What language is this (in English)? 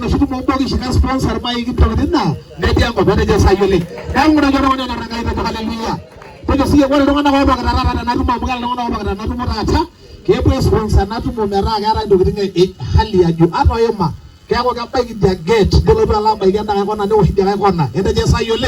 Masai